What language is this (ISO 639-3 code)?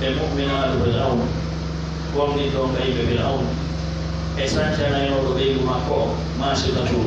fuf